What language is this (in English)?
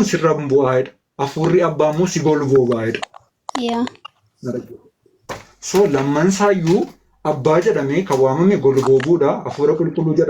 Oromo